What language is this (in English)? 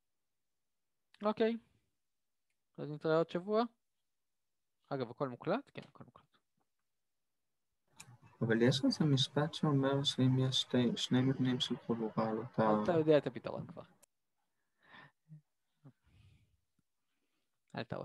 Hebrew